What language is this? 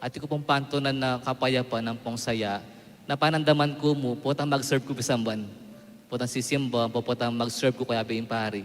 Pampanga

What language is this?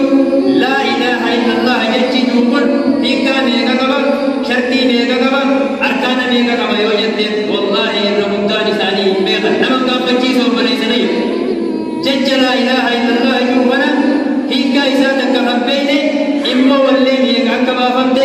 Oromo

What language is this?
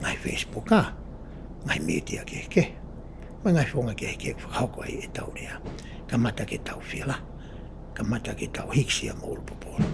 Tongan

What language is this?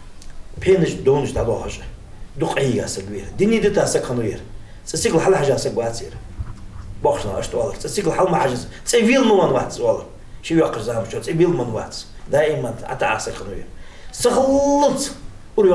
Ingush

